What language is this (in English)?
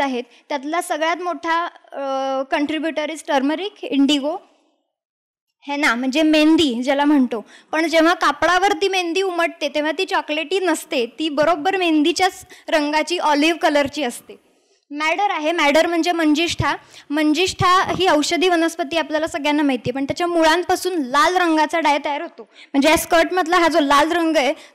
Marathi